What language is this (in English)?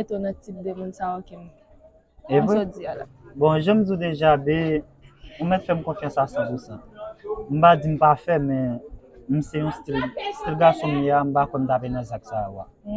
Haitian Creole